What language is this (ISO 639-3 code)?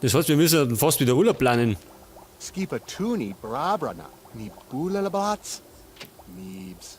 bar